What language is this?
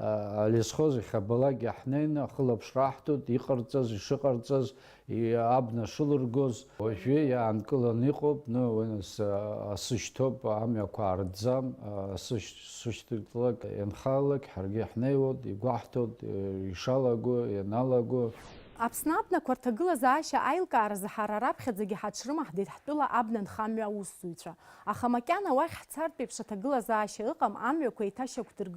Abkhazian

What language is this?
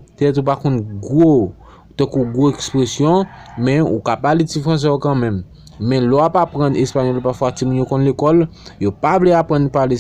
Haitian Creole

